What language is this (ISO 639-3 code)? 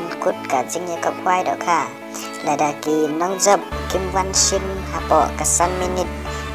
kha